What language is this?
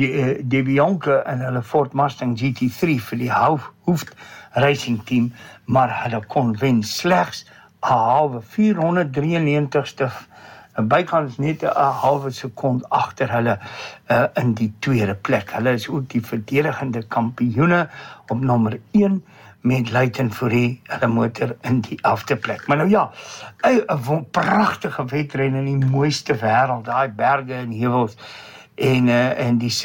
Afrikaans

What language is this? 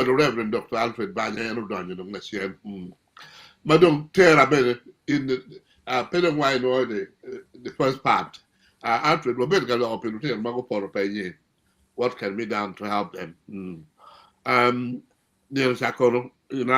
Acoli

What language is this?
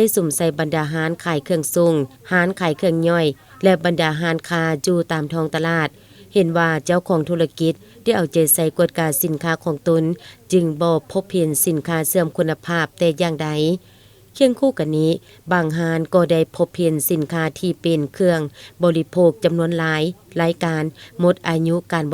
Lao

